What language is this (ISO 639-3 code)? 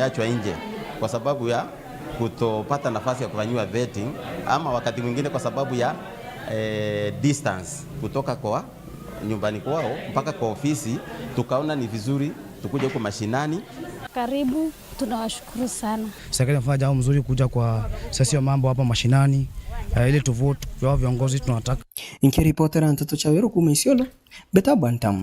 mer